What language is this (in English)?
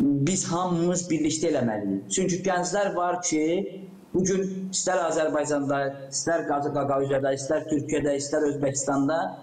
Gagauz